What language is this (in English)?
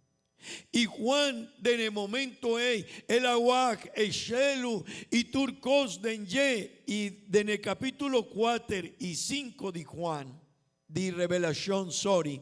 Papiamento